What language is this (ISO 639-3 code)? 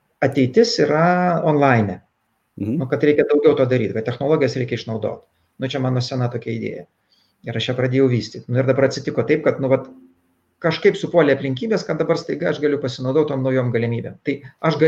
lit